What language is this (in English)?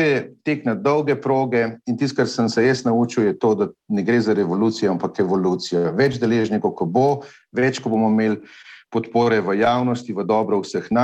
Slovenian